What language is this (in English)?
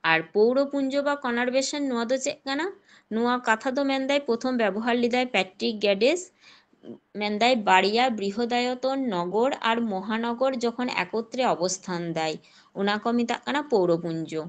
Santali